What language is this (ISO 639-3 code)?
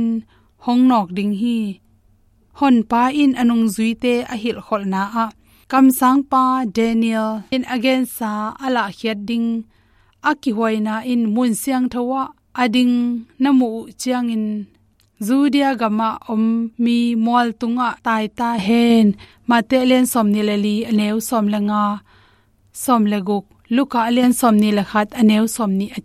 ctd